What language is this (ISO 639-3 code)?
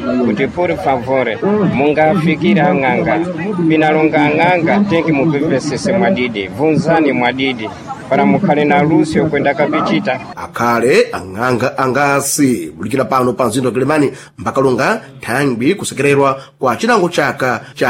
seh